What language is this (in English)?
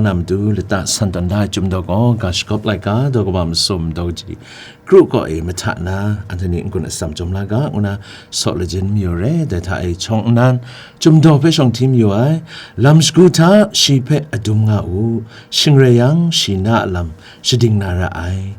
Kachin